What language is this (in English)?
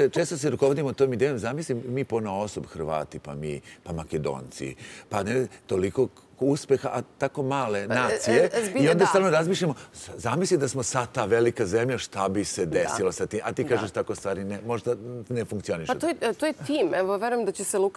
Serbian